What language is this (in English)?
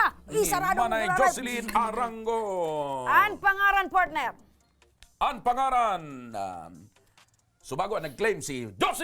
Bikol